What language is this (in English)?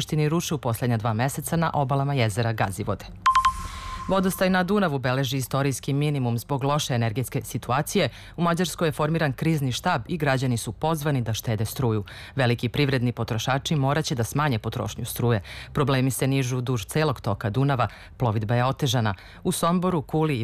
Serbian